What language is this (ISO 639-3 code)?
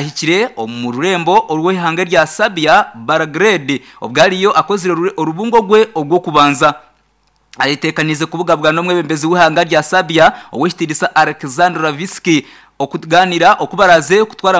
nyn